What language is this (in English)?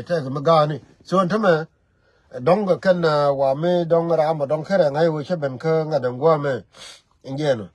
Nuer